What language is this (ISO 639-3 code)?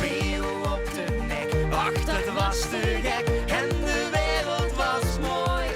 lim